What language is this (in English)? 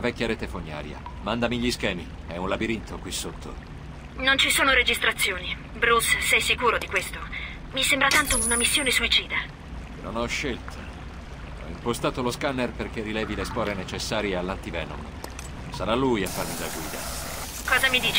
Italian